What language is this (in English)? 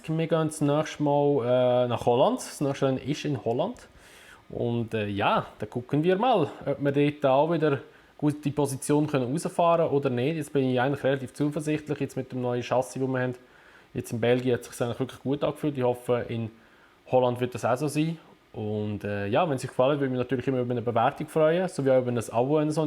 Swiss German